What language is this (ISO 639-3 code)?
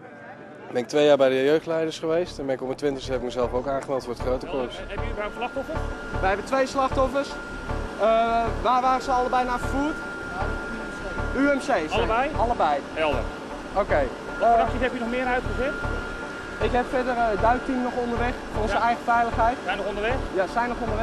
nld